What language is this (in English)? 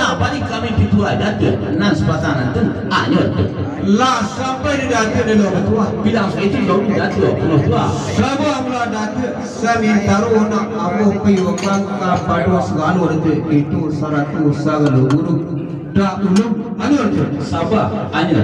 Minangkabau